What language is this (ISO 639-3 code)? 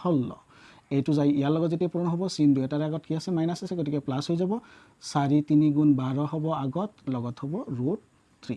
asm